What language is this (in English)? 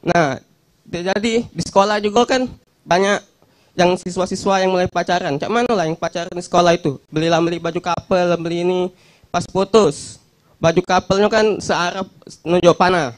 Musi